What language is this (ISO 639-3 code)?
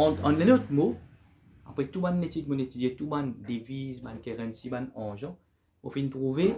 mfe